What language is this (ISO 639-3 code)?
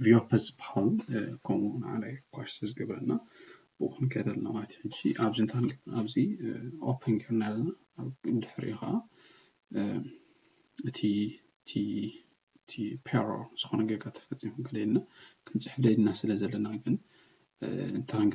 tir